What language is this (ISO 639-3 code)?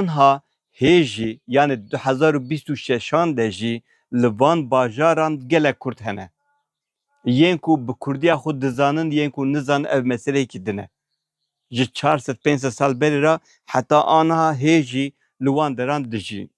kur